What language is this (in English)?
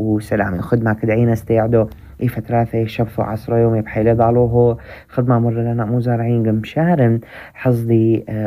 North Levantine Arabic